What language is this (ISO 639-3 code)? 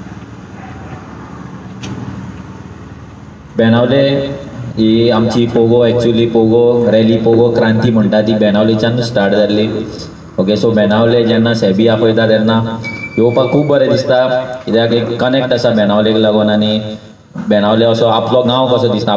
kok